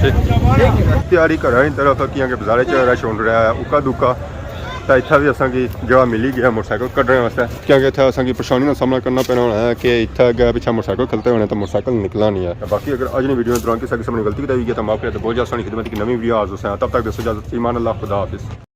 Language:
Pahari-Potwari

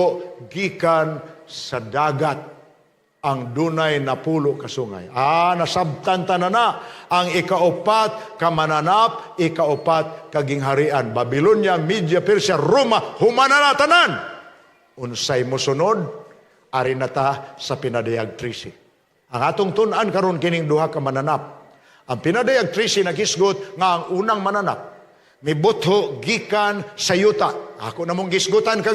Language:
Cebuano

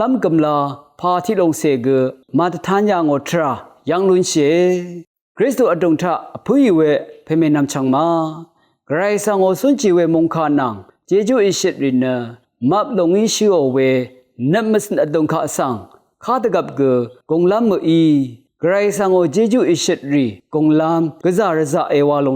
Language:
Rawang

